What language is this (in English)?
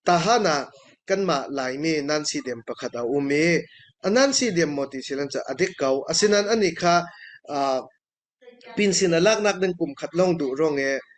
Falam Chin